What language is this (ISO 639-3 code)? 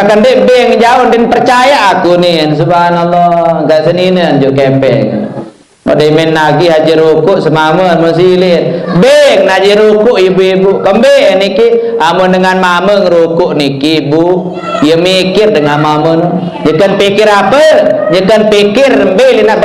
sas